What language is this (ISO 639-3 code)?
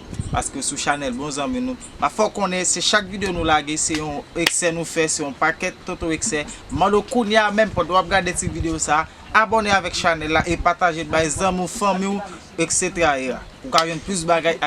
hat